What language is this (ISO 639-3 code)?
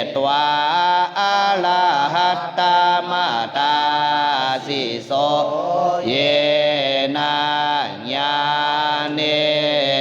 pli